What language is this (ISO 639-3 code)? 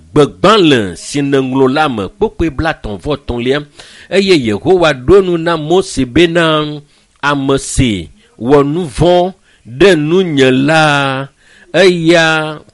ewe